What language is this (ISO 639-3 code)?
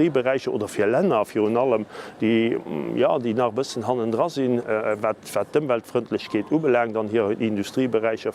ltz